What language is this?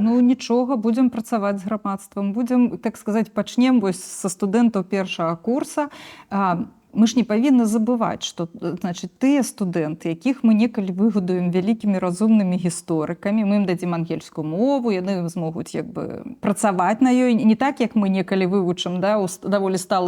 Belarusian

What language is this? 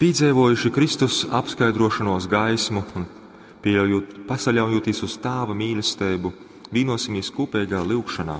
Latgalian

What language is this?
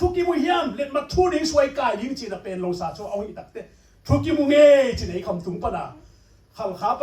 Tedim Chin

